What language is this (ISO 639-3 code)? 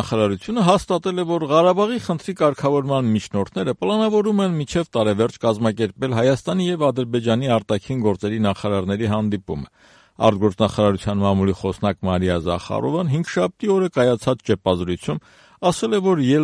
hye